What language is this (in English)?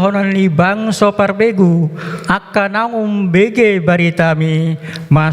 Batak Toba